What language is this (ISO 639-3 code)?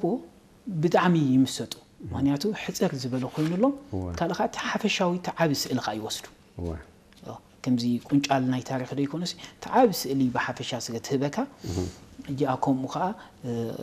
tir